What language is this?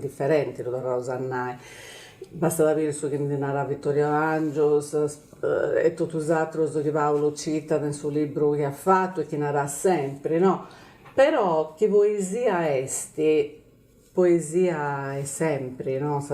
Sardinian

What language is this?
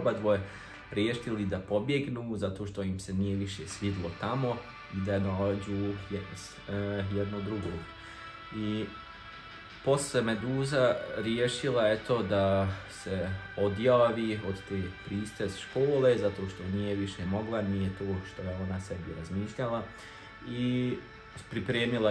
Croatian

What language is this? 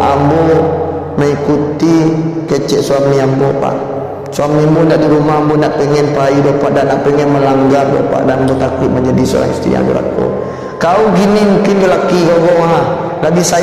Minangkabau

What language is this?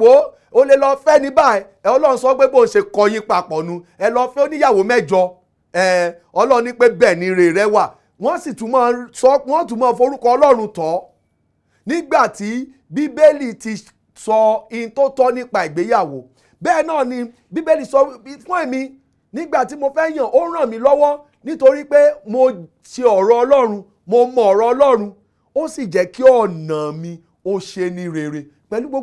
Yoruba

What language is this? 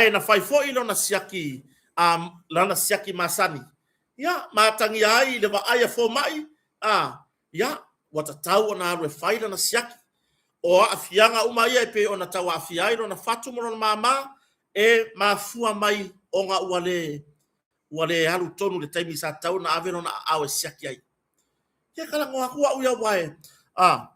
Samoan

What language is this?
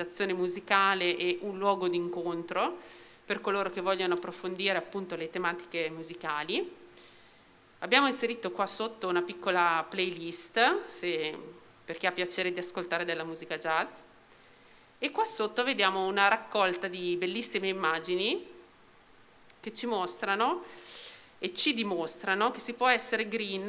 Italian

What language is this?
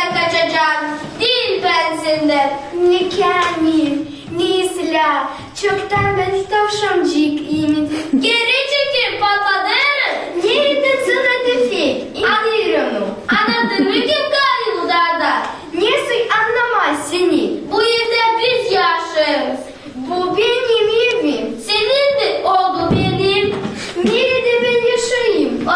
Gagauz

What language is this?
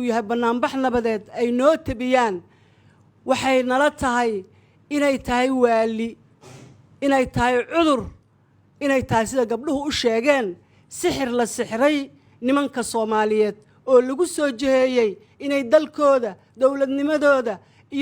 Somali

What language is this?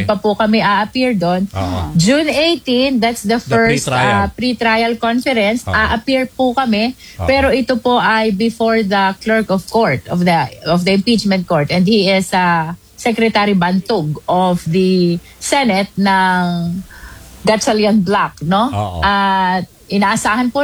Filipino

